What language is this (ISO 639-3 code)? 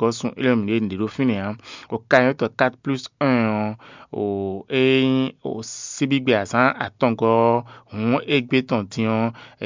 fon